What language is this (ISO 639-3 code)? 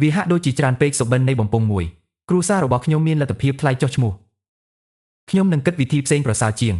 khm